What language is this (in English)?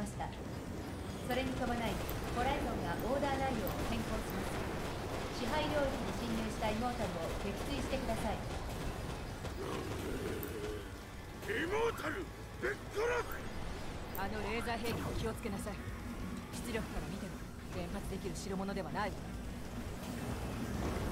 Japanese